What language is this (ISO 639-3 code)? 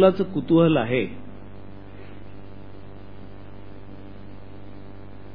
mar